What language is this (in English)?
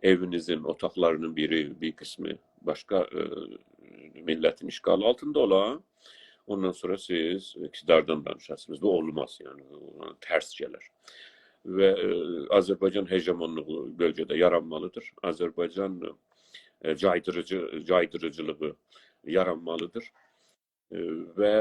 South Azerbaijani